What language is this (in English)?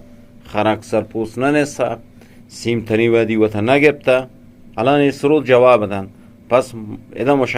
Eastern Balochi